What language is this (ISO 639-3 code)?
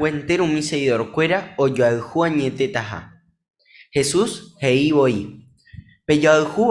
grn